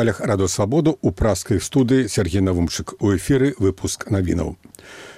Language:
Belarusian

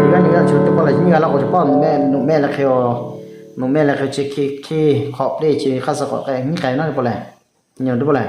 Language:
Lahu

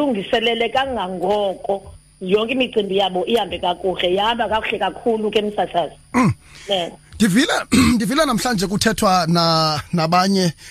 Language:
Xhosa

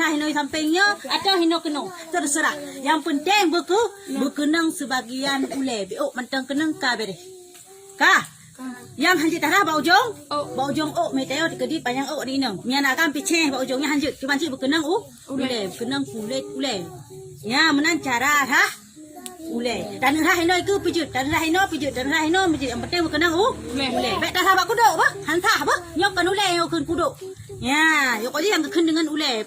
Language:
Achinese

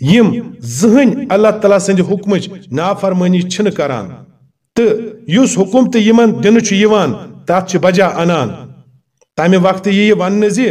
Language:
Kashmiri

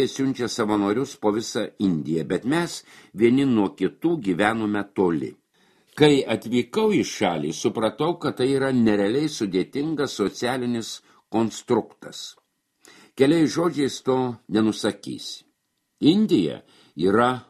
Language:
Lithuanian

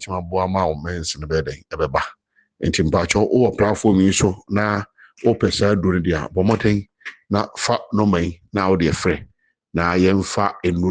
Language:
Akan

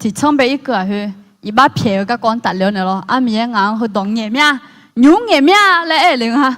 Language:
Akha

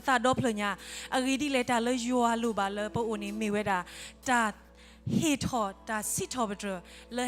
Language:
S'gaw Karen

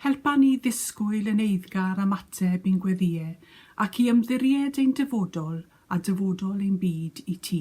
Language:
Welsh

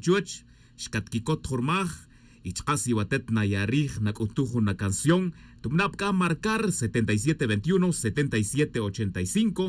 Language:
Tz'utujil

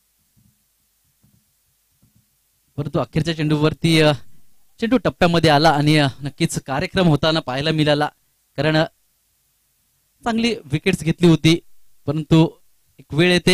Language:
Marathi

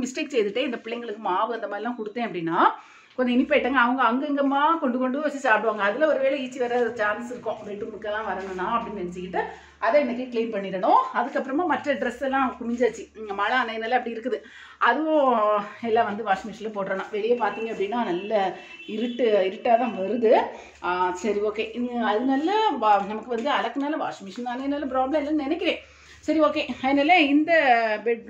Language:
Tamil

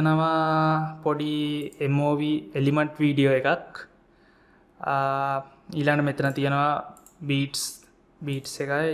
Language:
Sinhala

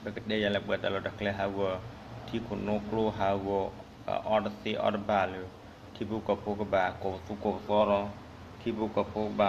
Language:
S'gaw Karen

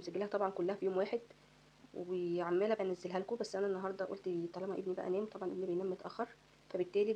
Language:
Egyptian Arabic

